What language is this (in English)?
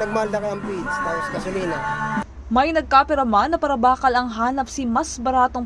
Bikol